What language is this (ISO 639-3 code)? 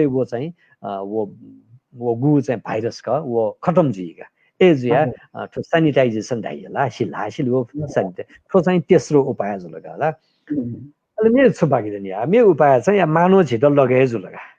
new